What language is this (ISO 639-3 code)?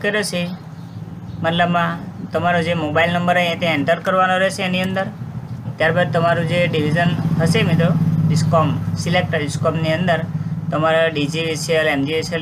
guj